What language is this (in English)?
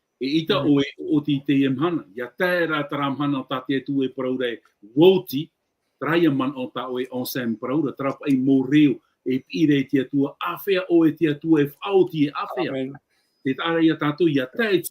Tahitian